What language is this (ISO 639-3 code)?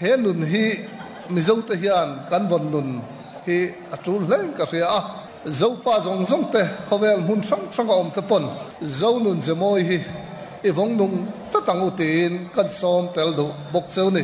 lus